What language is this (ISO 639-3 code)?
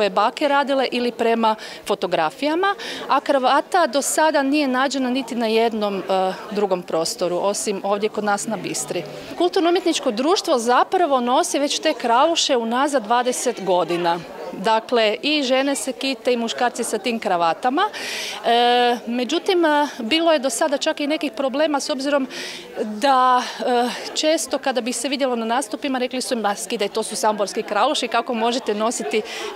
hrv